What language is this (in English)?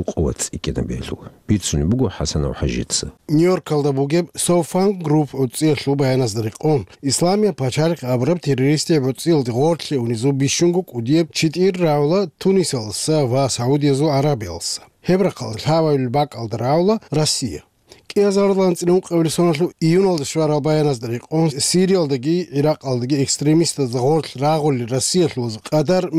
Avaric